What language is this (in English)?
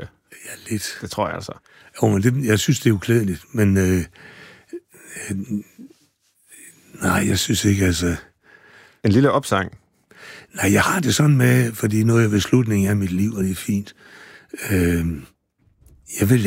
Danish